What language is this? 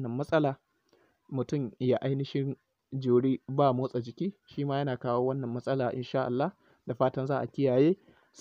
Hausa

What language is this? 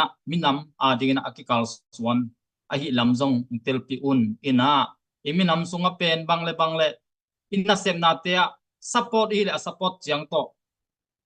Tedim Chin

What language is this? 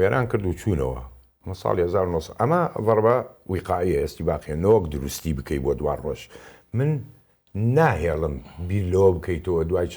Central Kurdish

